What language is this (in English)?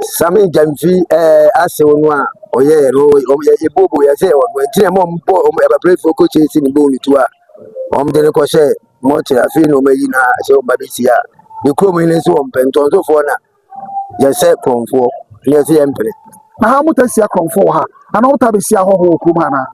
Akan